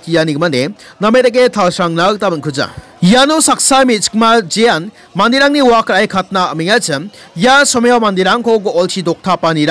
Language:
Garo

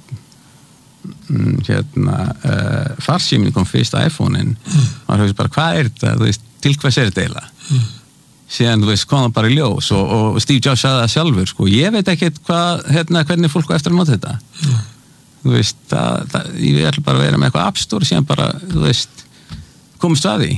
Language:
Icelandic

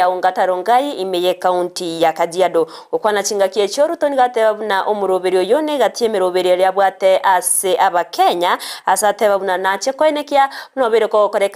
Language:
Gusii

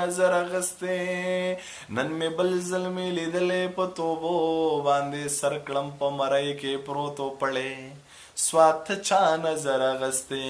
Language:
Pashto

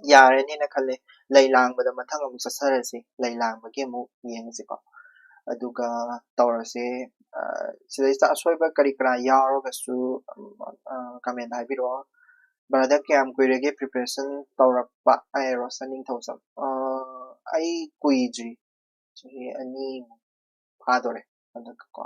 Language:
Manipuri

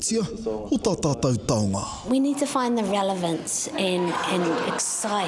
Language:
Māori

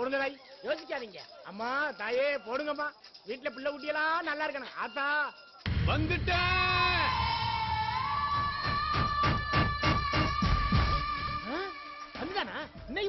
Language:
Tamil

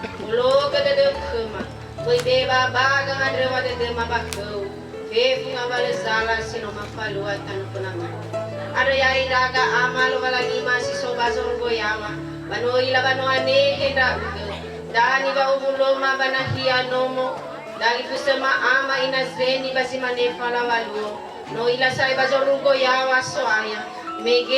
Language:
Nias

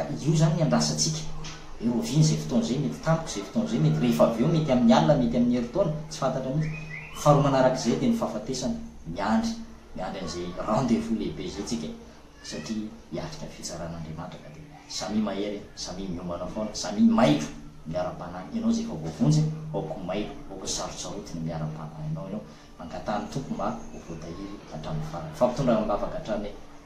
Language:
Malagasy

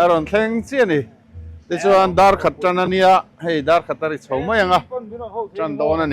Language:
Mizo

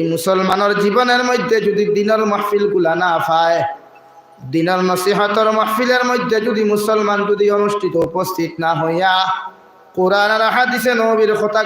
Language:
Sylheti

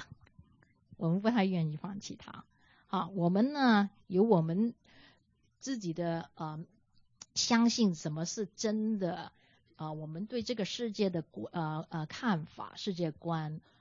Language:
Chinese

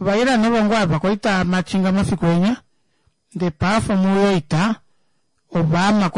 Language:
Kuanyama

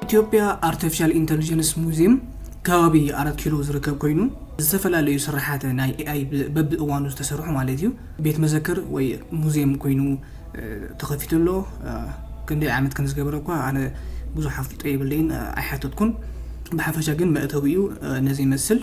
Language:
Tigrinya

